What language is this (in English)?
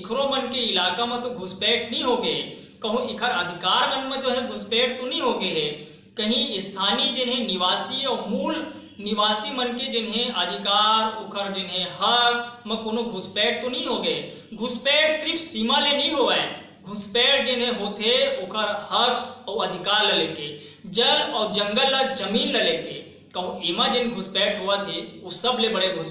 Chhattisgarhi